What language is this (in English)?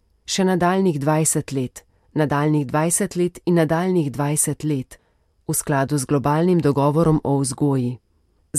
Slovenian